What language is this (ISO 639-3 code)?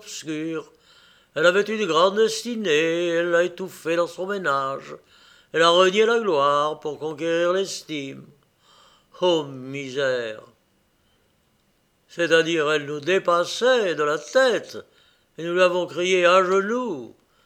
fra